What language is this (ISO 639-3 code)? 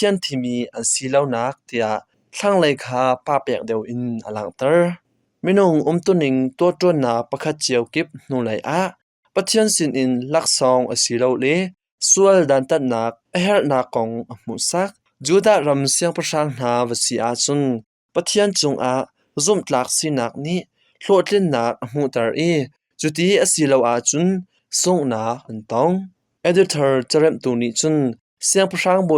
cnh